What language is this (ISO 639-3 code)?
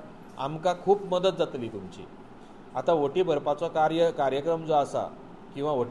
kok